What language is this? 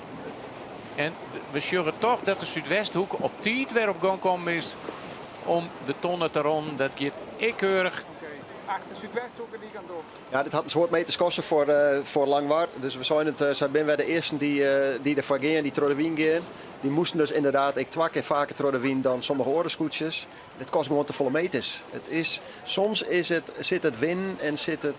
Western Frisian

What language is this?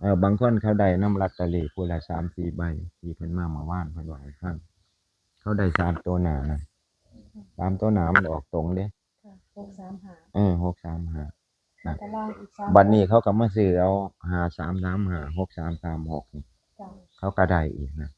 Northeastern Thai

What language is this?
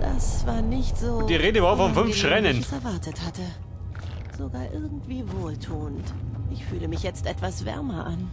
Bavarian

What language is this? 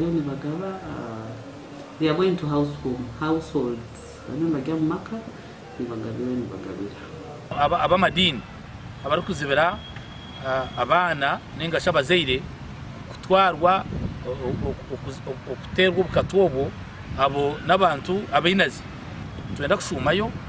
Nyankole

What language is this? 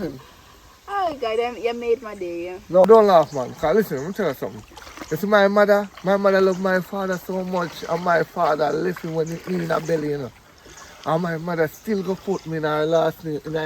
Jamaican Creole English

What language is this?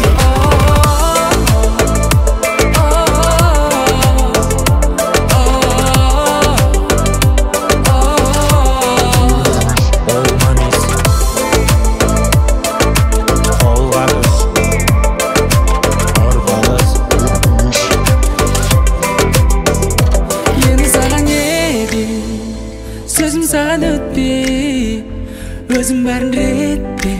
Kazakh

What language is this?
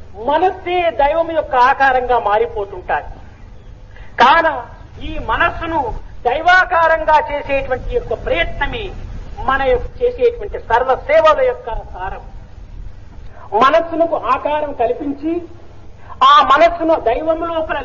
Telugu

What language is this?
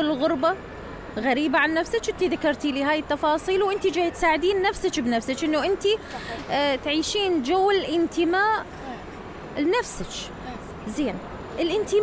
Mesopotamian Arabic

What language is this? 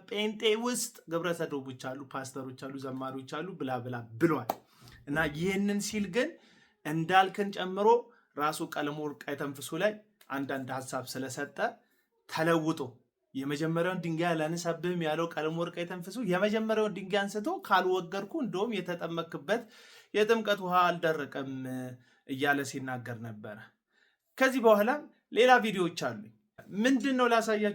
Amharic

